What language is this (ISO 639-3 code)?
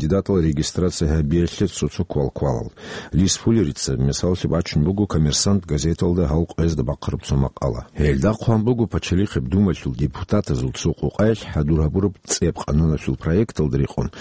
ava